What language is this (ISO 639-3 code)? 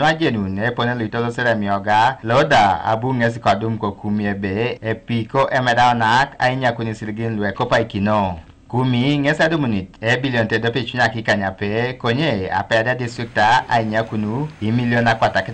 teo